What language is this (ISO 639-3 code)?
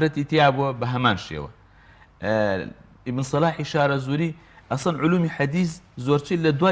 ckb